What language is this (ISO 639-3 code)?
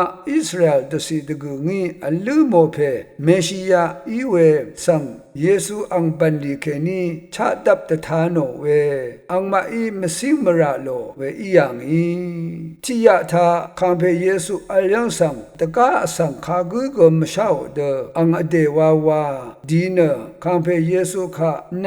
raw